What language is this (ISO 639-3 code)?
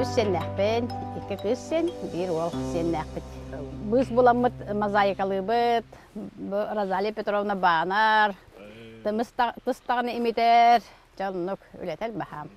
sah